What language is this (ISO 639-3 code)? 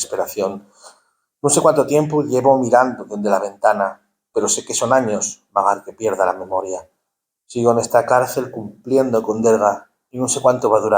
ast